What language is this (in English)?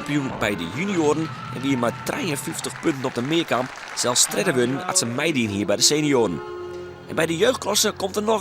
Western Frisian